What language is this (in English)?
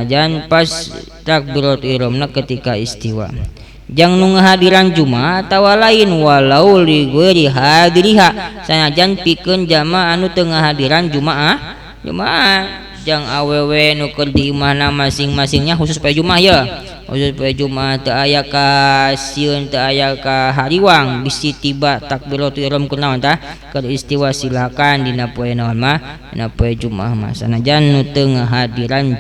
Sundanese